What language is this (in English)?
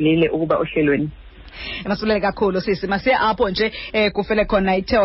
Xhosa